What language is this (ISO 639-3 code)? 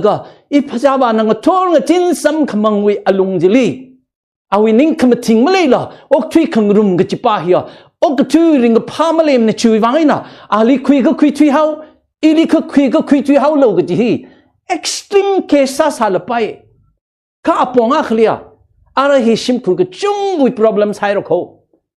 nmf